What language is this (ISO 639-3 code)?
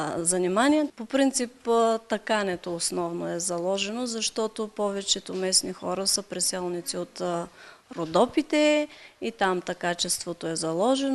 bul